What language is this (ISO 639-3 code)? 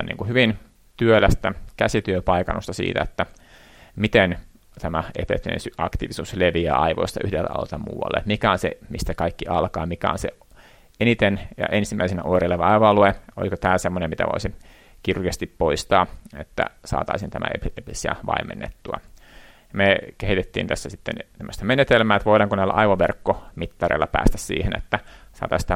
fin